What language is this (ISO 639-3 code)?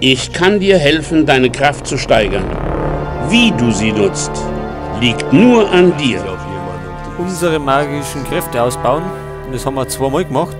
bar